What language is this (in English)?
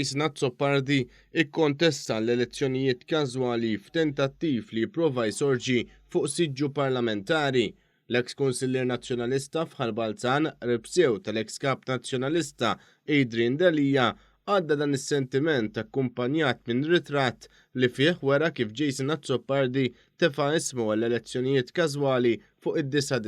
Maltese